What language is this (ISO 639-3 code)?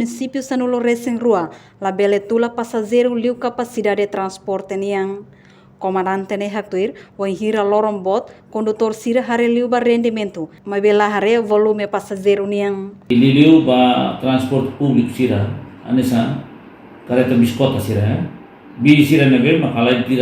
tet